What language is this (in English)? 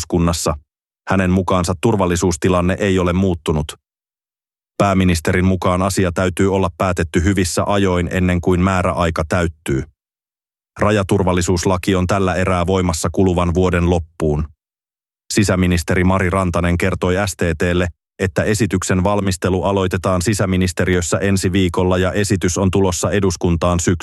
Finnish